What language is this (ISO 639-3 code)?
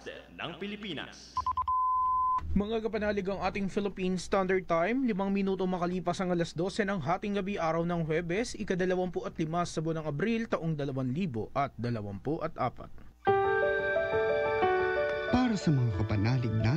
fil